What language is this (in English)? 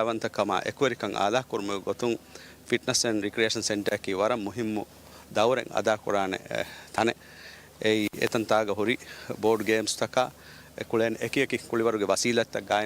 Divehi